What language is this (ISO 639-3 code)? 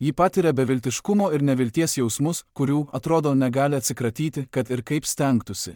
lit